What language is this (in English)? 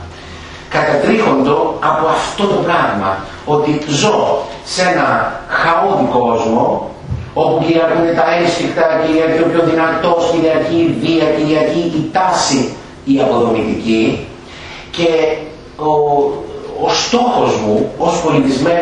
Greek